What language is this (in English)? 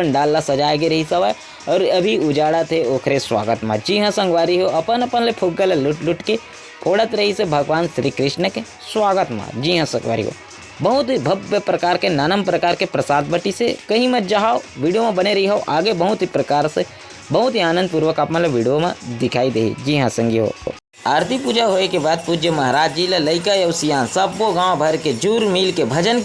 Chhattisgarhi